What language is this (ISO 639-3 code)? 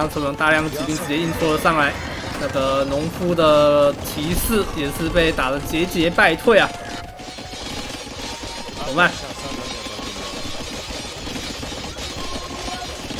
zho